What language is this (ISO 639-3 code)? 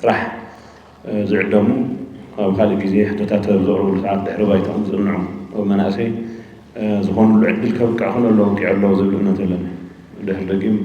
tir